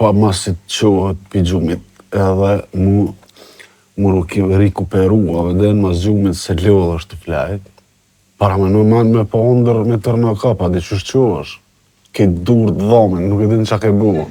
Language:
Albanian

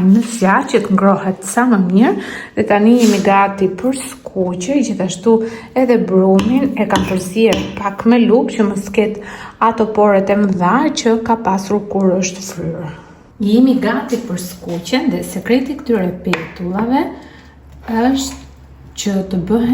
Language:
Albanian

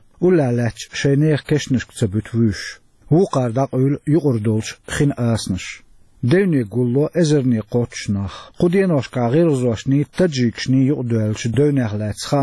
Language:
Chechen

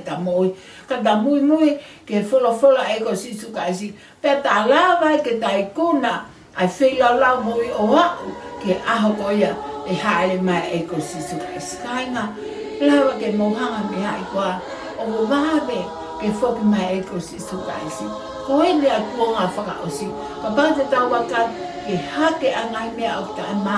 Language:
Tongan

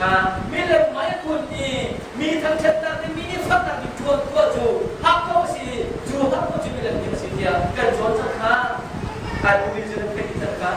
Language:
Hakha Chin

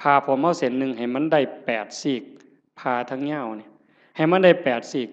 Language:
Northeastern Thai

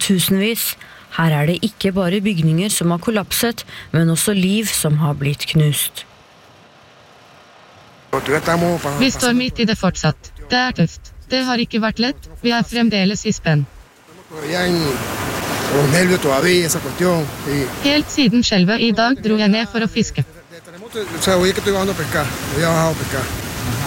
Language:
Norwegian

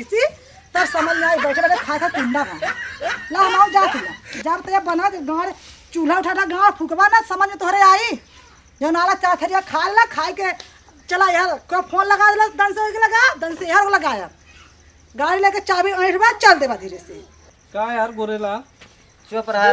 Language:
Awadhi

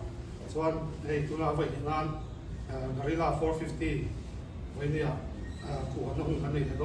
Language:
Mizo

